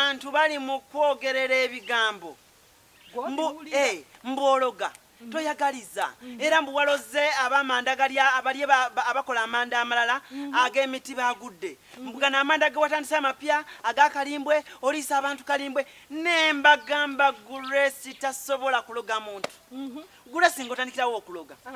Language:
Ganda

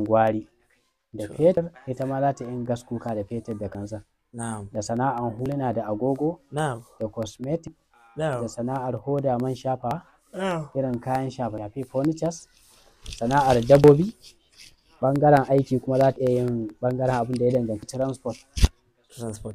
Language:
Hausa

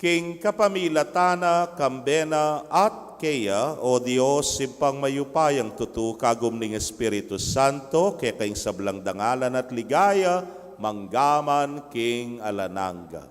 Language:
Pampanga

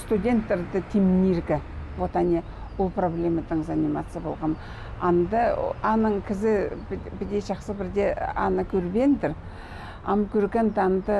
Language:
Khakas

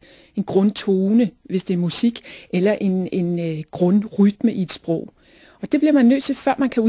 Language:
Danish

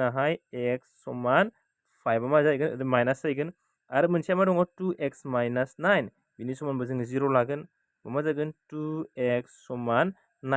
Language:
Bodo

